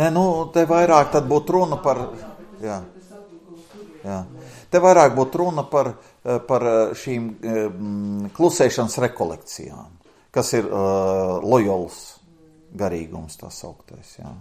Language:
Latvian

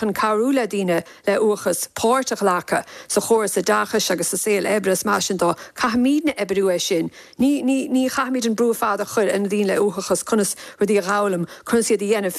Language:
Irish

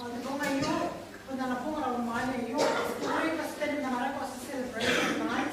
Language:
Gilbertese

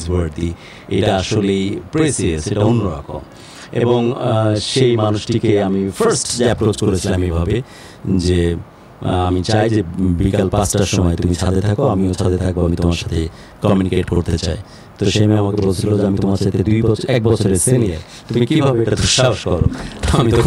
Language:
Bangla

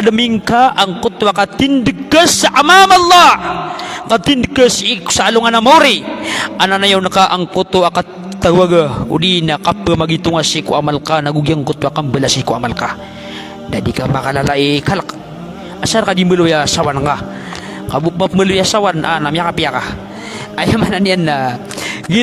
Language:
Maranao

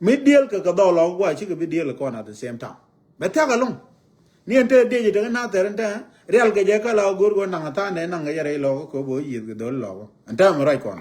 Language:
Nuer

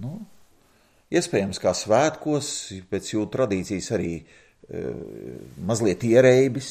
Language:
Latvian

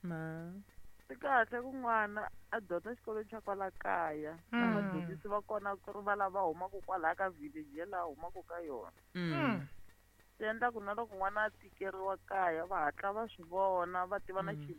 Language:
Tsonga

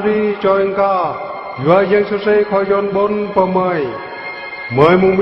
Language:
Eastern Bru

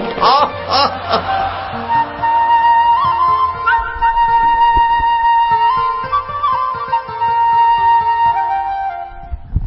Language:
Hindi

